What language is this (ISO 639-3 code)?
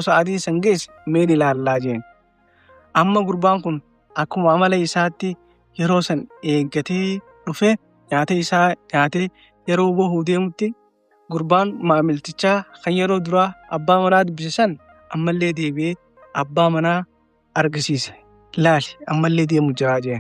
orm